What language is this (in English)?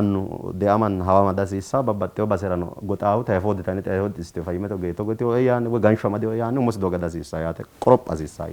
Sidamo